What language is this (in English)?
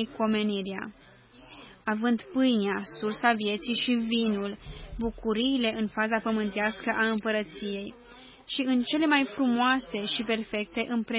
Romanian